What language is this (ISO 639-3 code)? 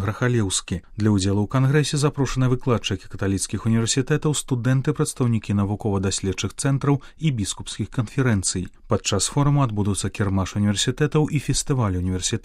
bel